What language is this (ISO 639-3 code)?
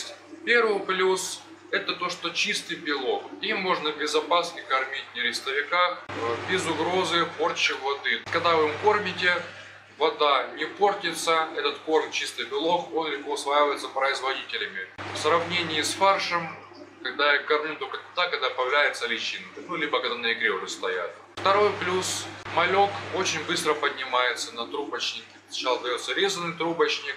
rus